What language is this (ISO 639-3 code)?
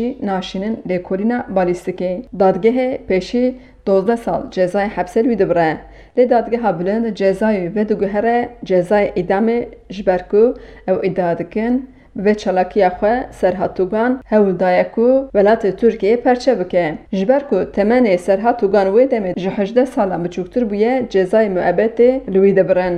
kur